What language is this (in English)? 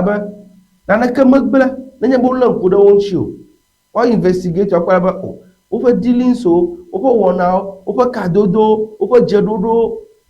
Ewe